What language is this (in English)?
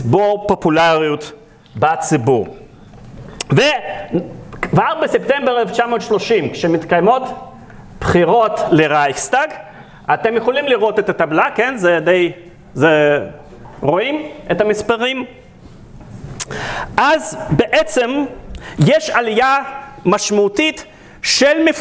Hebrew